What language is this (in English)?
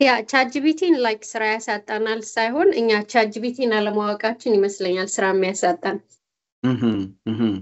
Amharic